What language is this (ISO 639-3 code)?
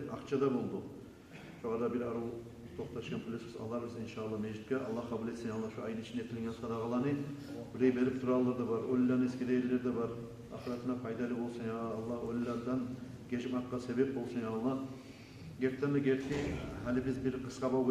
kum